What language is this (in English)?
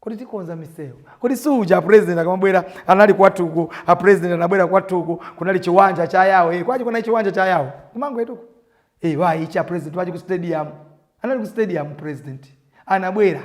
Nyanja